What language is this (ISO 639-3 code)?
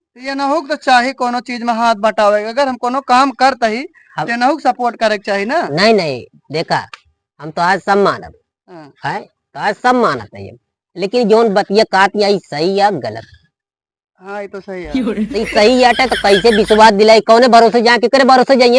awa